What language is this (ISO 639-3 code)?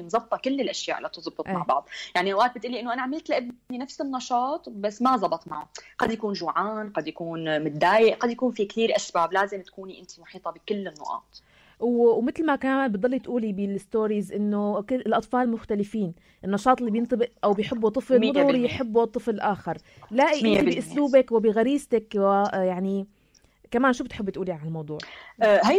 apc